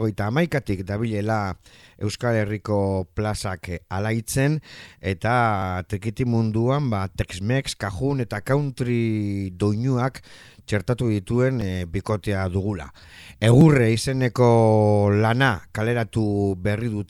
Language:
Basque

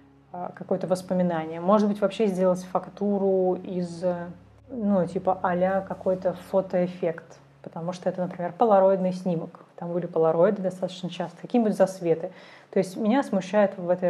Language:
Russian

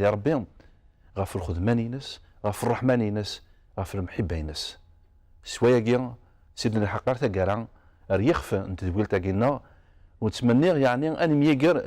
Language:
Kabyle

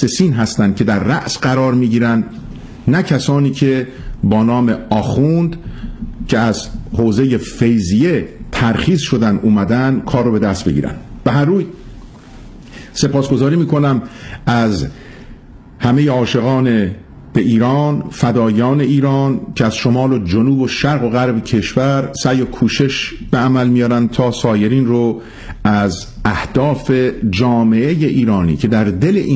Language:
Persian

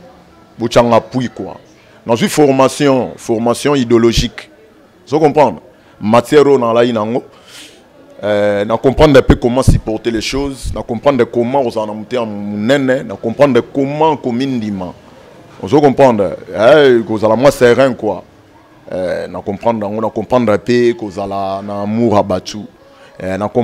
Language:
Lingala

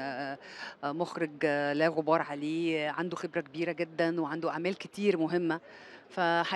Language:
Egyptian Arabic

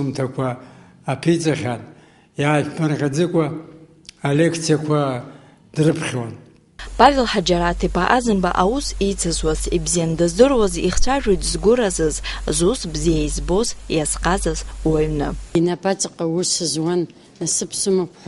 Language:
Abkhazian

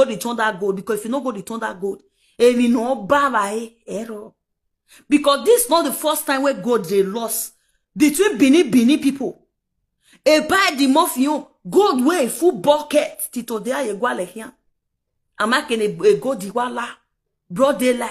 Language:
Nigerian Pidgin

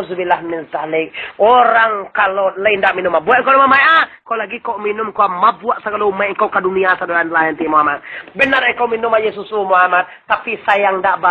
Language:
Minangkabau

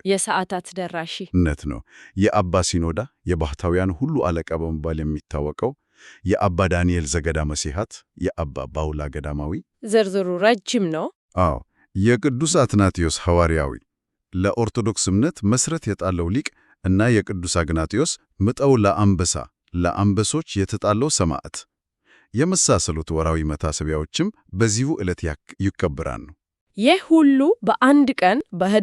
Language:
Amharic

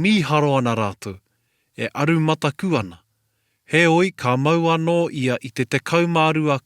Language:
Māori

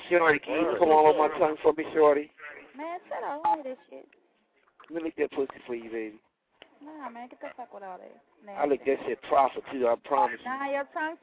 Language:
English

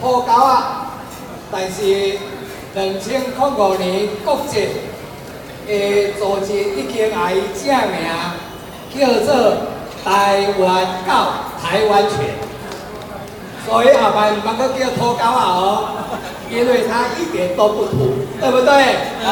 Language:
Min Nan Chinese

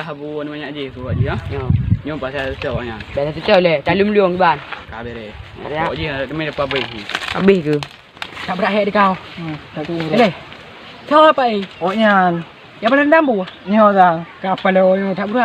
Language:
Achinese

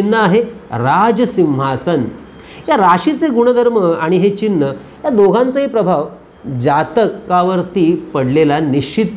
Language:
Marathi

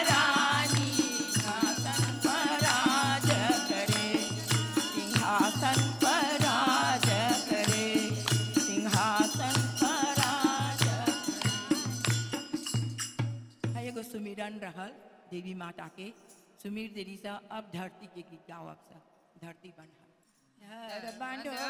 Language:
Bhojpuri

